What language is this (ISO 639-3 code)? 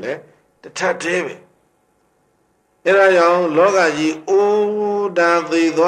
mya